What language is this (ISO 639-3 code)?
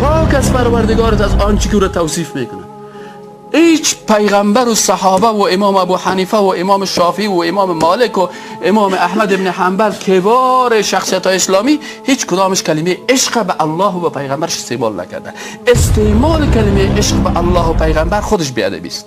tgk